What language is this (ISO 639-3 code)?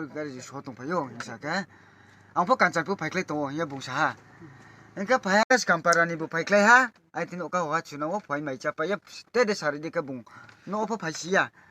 ria